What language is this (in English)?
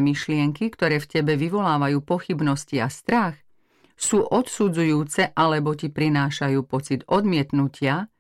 Slovak